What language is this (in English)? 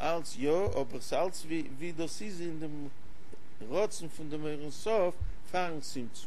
Yiddish